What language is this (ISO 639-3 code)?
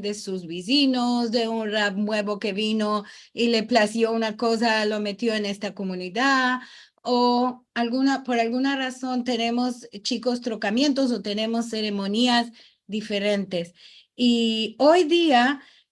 lad